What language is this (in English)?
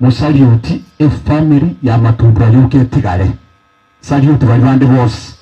Gusii